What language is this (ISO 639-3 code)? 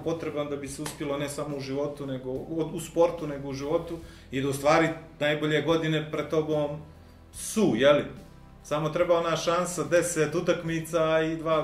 bos